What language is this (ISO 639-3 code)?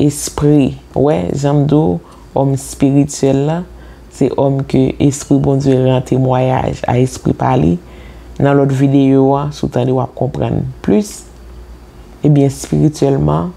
hat